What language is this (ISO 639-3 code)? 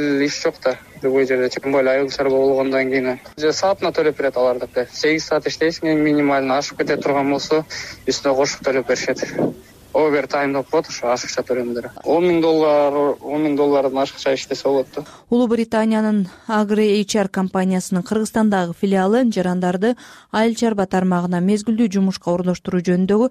kir